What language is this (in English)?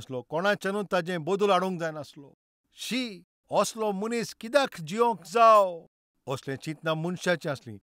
Konkani